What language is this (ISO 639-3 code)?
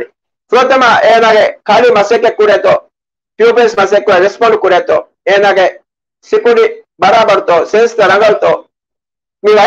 div